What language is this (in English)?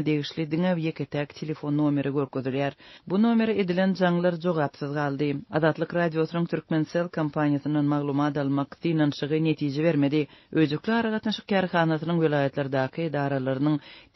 Turkmen